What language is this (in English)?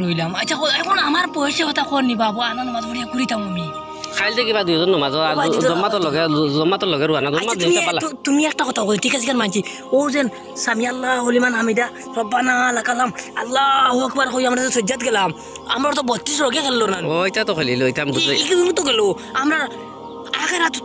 Sylheti